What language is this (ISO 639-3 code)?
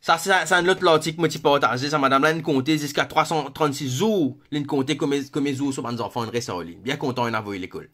mfe